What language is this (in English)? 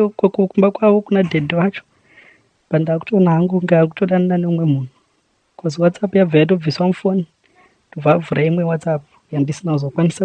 Shona